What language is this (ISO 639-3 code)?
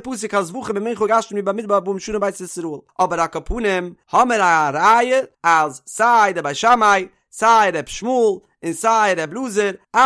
yid